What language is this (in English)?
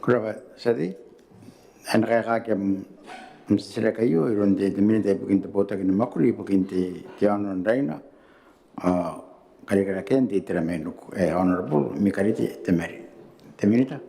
Gilbertese